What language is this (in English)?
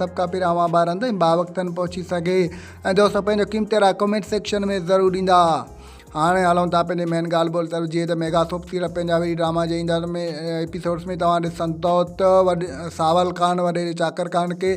Sindhi